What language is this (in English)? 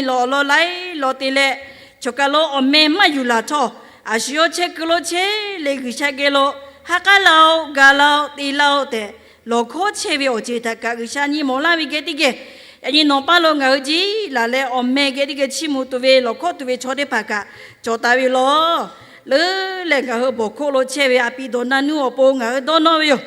Lahu